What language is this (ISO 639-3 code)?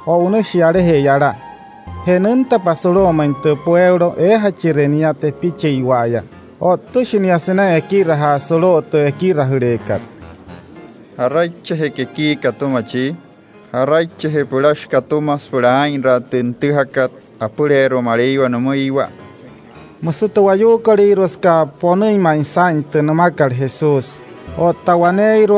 guc